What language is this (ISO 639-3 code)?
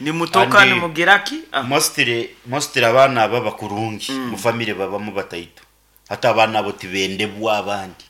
nyn